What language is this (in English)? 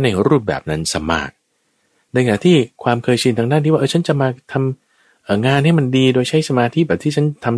Thai